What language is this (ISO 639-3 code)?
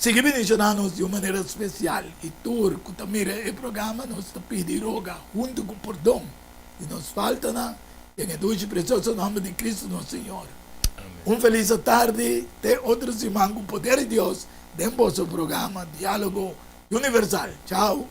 pap